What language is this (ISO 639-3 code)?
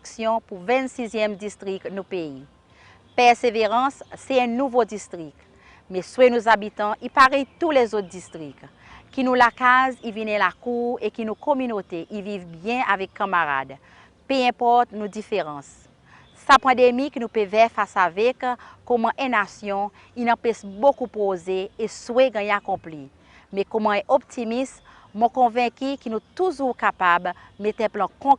crs